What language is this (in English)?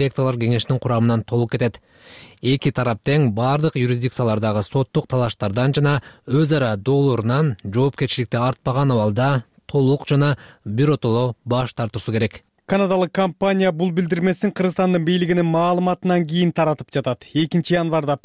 Kyrgyz